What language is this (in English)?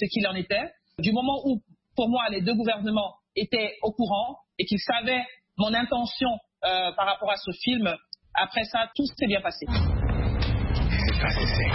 French